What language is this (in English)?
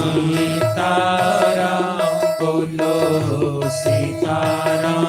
Dogri